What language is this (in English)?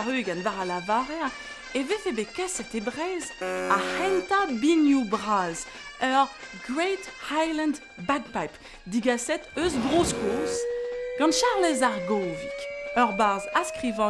Breton